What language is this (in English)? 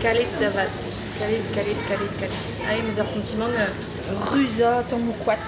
Breton